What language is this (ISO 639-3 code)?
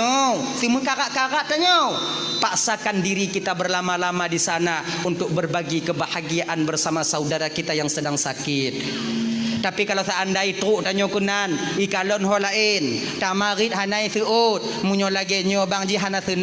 ace